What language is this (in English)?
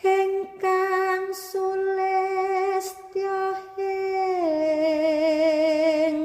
Javanese